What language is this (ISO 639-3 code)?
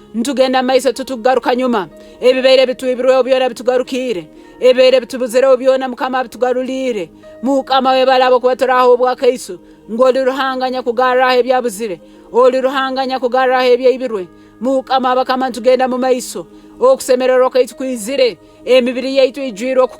nyn